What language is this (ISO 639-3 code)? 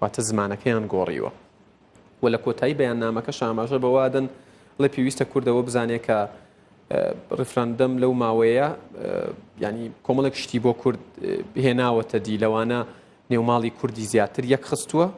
ckb